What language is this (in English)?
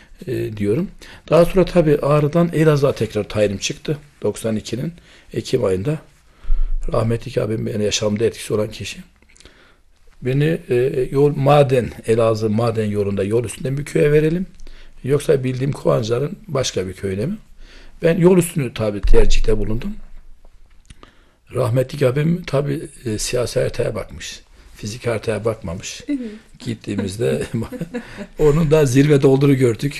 Turkish